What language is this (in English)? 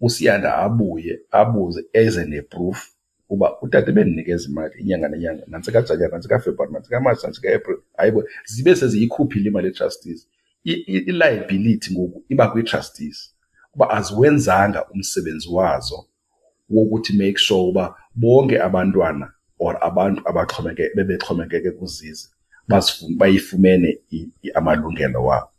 Xhosa